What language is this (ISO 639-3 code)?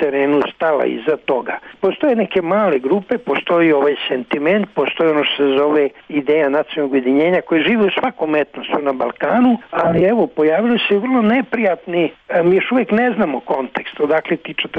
srp